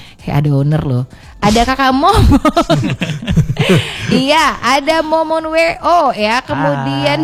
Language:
Indonesian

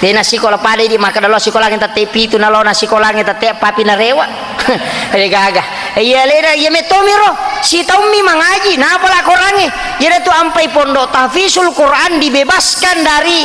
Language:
Buginese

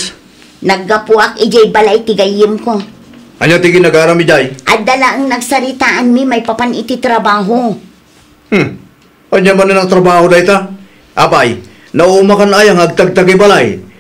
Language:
Iloko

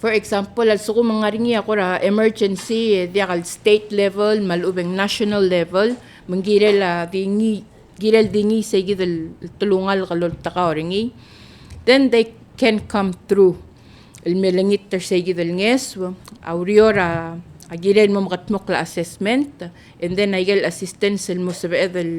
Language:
Palauan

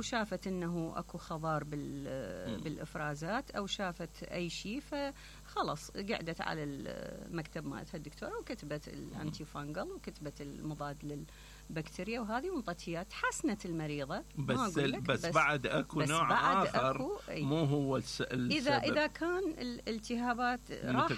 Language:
Mesopotamian Arabic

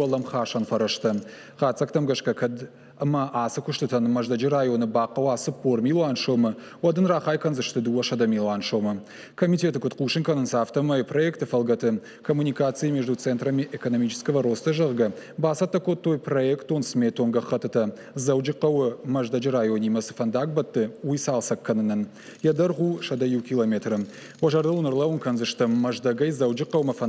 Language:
Ossetic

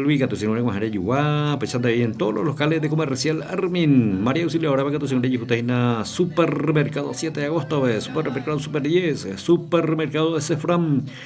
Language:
Guarani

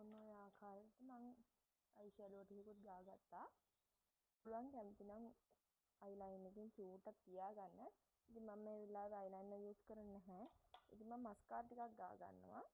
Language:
Sinhala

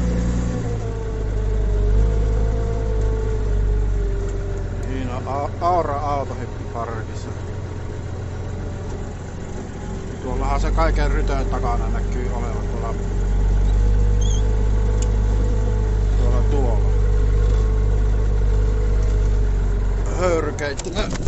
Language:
Finnish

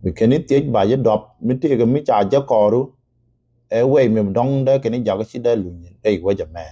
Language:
Nuer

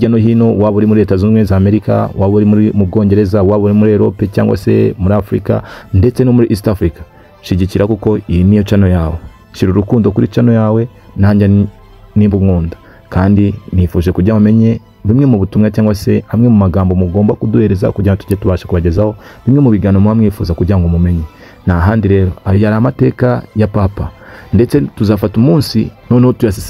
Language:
Kinyarwanda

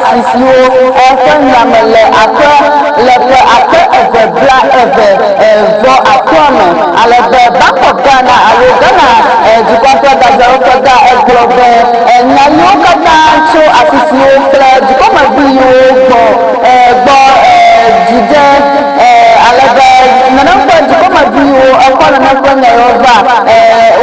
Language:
Ewe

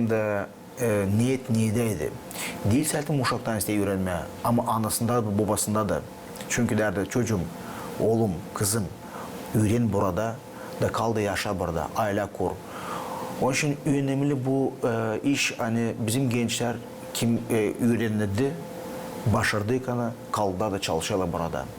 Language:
Gagauz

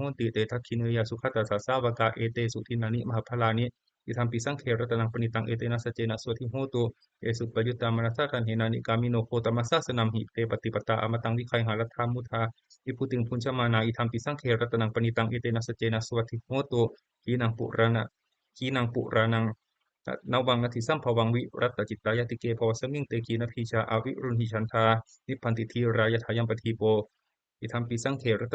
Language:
Pali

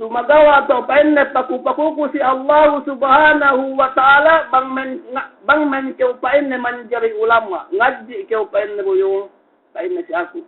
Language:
Yakan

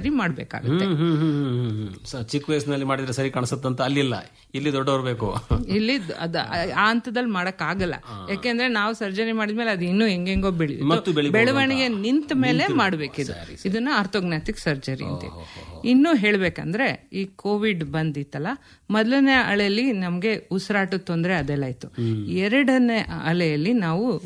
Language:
Kannada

